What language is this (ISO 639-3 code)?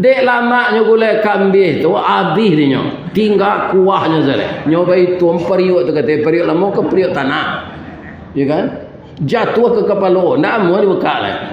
min